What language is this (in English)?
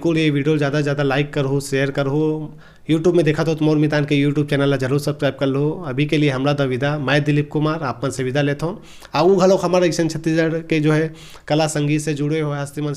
Chhattisgarhi